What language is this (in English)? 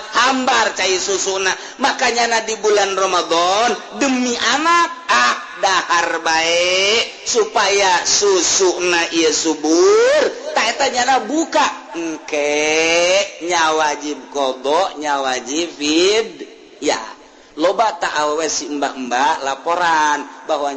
Sundanese